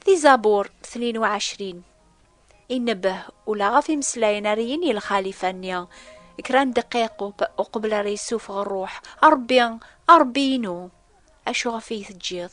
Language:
Kabyle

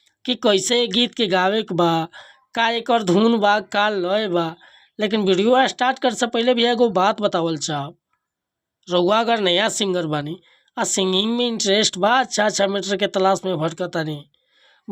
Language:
Bhojpuri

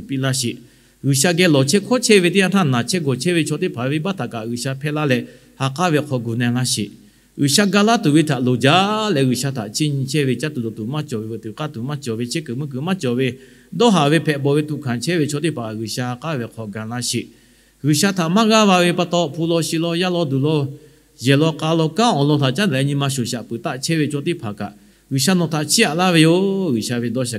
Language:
Lahu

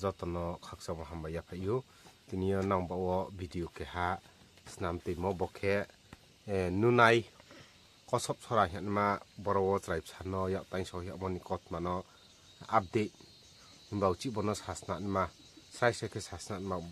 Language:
Riang (India)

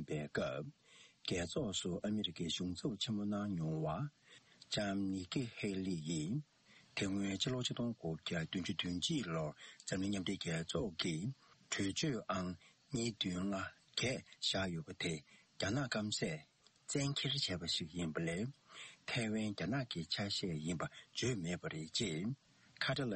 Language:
Tibetan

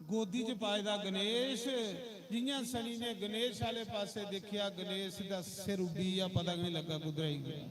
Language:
Dogri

